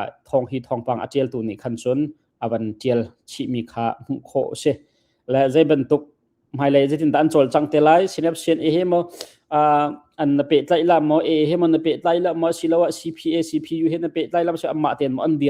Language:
Hakha Chin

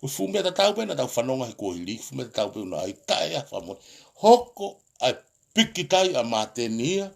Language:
Tongan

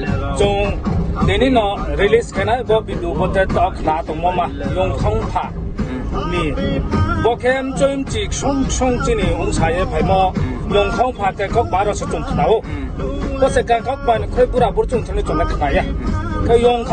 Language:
Riang (India)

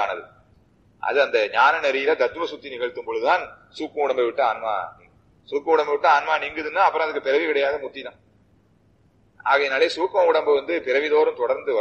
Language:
Tamil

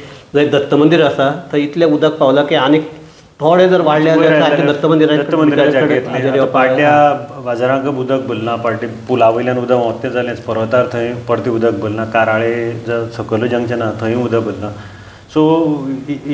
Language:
Konkani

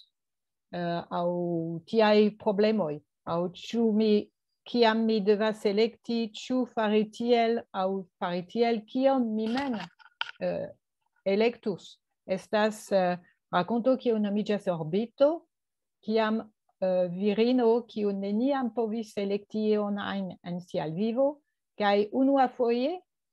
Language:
Esperanto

